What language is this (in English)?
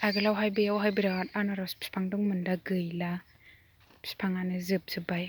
Bodo